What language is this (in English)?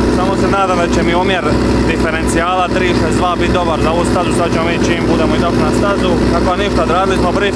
Croatian